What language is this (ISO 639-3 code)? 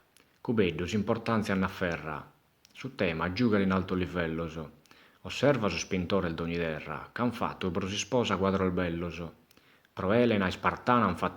srd